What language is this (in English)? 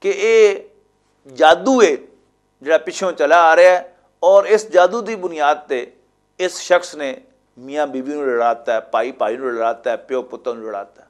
Western Panjabi